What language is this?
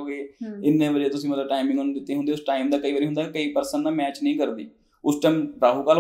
Punjabi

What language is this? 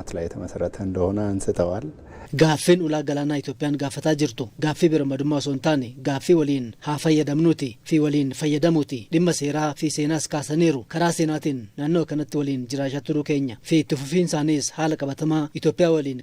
Oromo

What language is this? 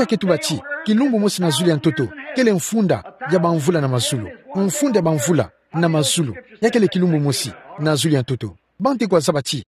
Kituba (Democratic Republic of Congo)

